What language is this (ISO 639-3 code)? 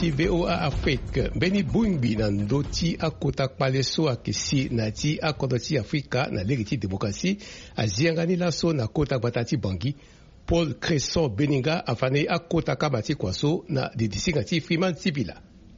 sag